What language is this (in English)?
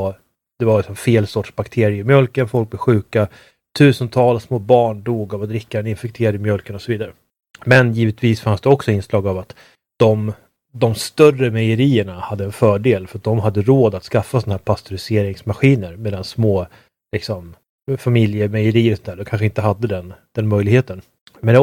Swedish